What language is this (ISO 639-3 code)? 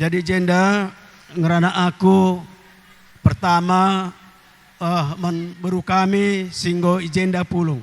btx